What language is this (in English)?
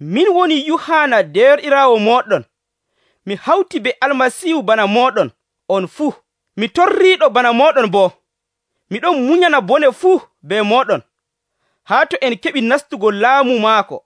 Nigerian Fulfulde